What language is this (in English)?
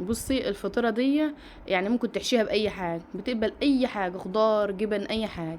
Egyptian Arabic